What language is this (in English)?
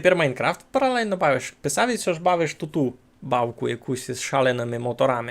Rusyn